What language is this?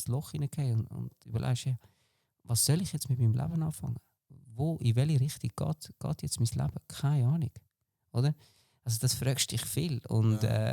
Swiss German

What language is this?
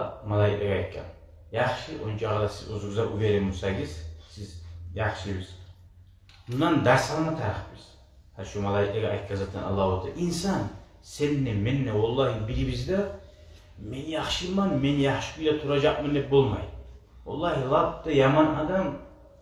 Kumyk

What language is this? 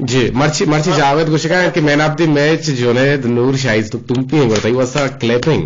Eastern Balochi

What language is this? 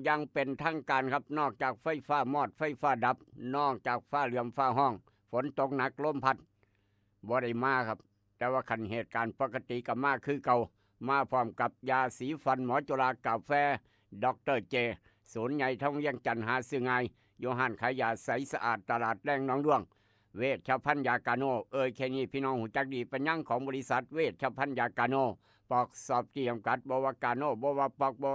Northeastern Thai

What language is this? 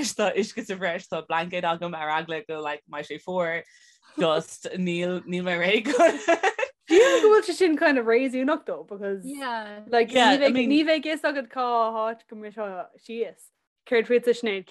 Irish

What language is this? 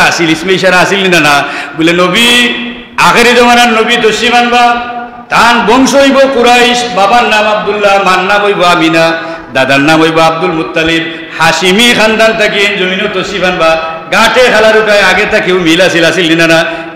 Sylheti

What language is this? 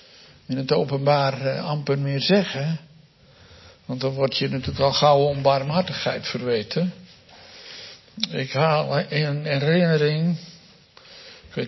Dutch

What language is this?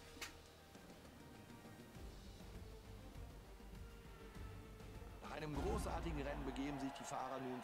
German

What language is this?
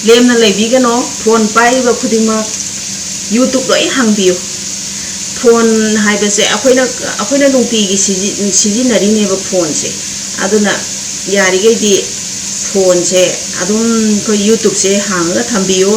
Manipuri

